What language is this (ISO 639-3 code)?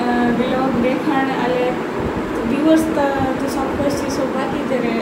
skr